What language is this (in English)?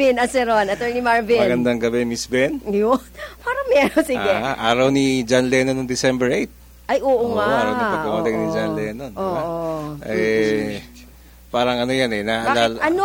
Filipino